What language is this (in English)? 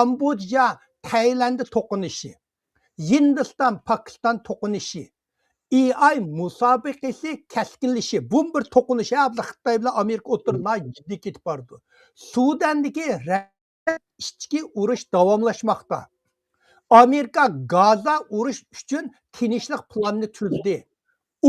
Uyghur